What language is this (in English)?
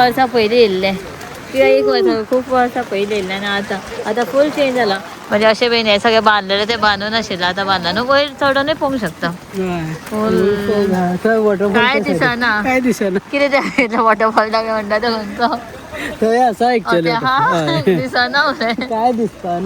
Konkani